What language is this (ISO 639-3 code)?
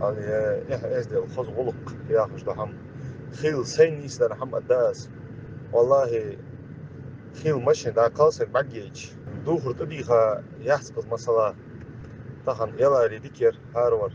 inh